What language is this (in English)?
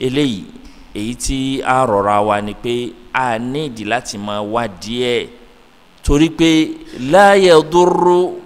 Yoruba